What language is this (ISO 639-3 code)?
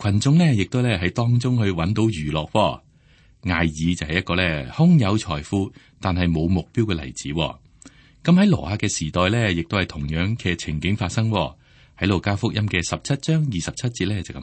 yue